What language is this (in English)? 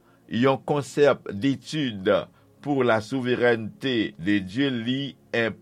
Haitian Creole